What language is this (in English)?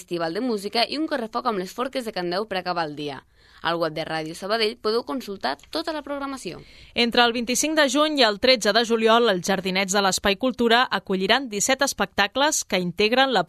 Catalan